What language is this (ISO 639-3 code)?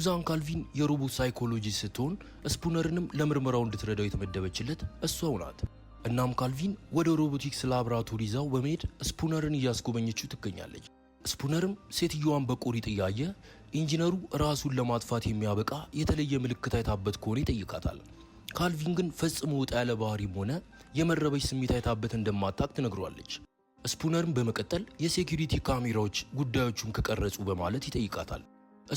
amh